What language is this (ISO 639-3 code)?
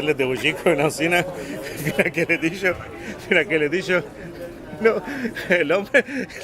lad